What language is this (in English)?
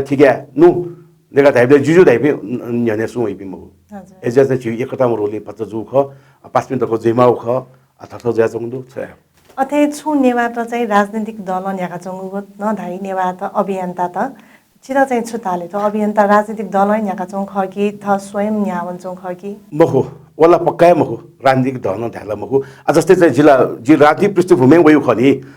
Newari